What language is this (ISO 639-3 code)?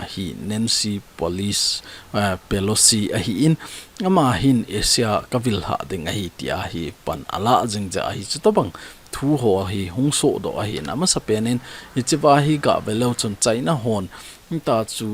tcz